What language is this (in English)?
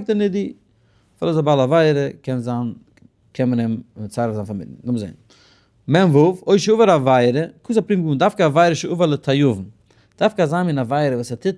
Yiddish